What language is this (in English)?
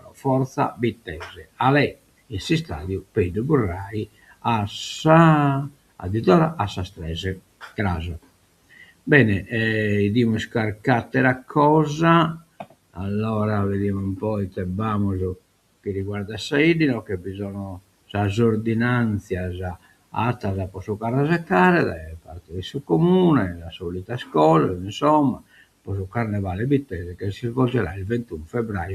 Sardinian